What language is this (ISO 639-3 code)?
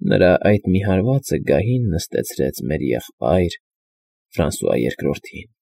hye